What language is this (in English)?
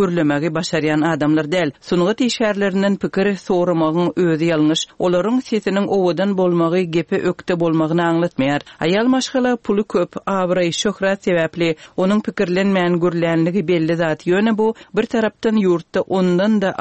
Turkmen